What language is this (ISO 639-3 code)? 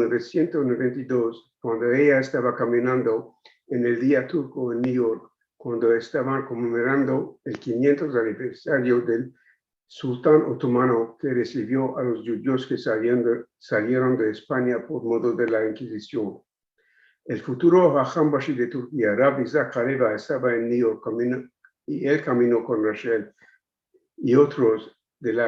lad